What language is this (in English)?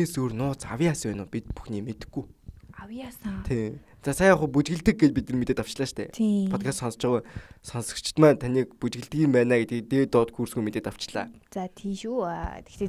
Mongolian